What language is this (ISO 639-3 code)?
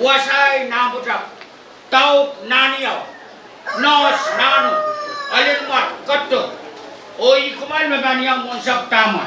pon